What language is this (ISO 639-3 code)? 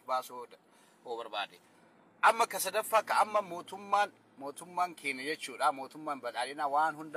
orm